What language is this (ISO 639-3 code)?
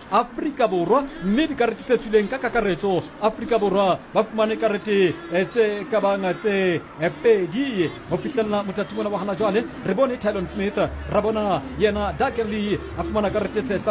sot